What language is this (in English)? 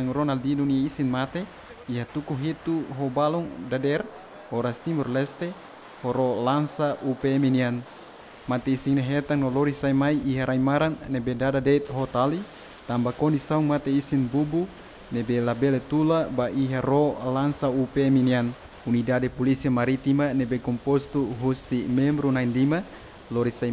Tetum